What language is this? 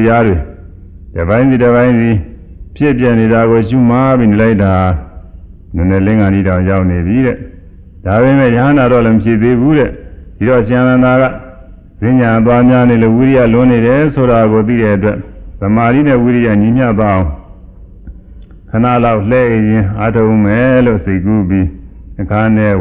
Burmese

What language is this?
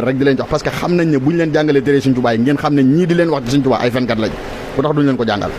Wolof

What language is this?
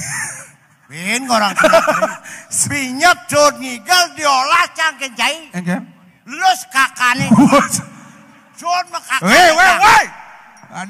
Balinese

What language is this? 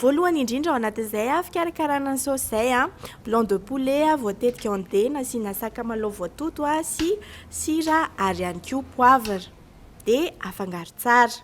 Malagasy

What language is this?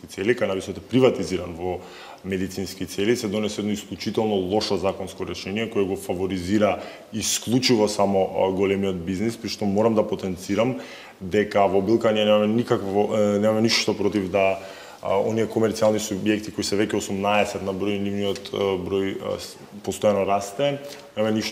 Macedonian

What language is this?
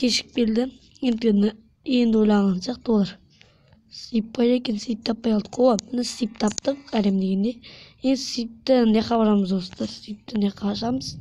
Kazakh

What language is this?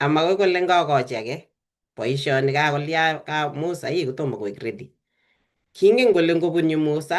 Kalenjin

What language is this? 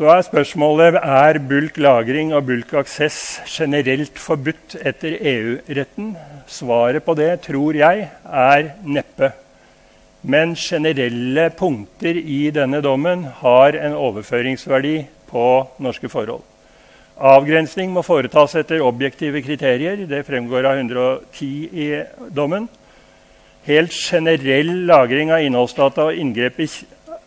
Norwegian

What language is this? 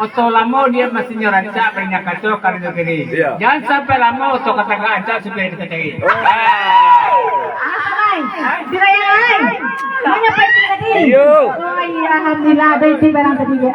Minangkabau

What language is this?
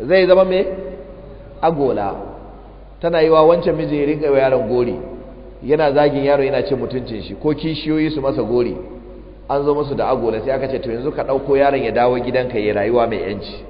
Hausa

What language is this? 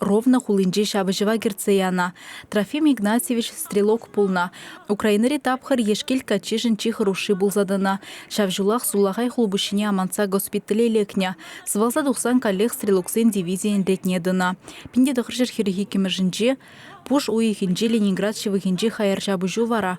Chuvash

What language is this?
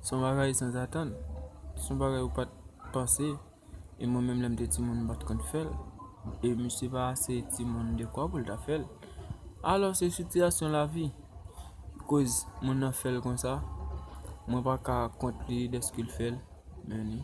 Haitian Creole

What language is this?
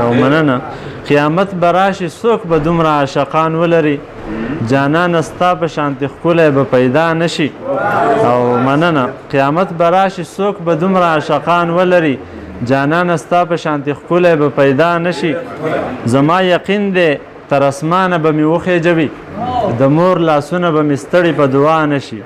Pashto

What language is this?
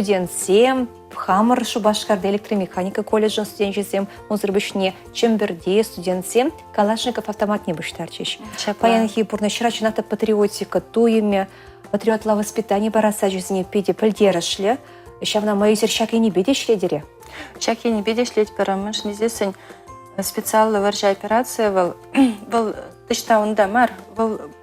Chuvash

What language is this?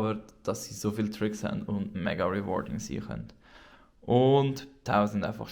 Swiss German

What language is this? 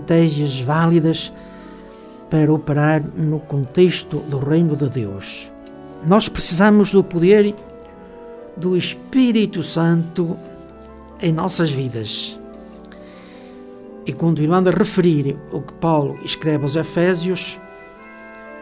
Portuguese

